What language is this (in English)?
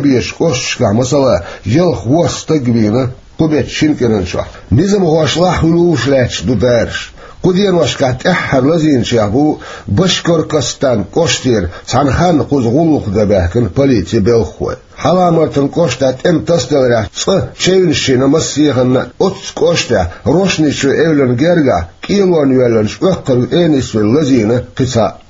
Chechen